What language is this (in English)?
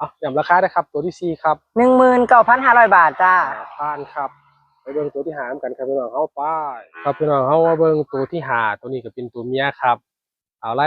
Northeastern Thai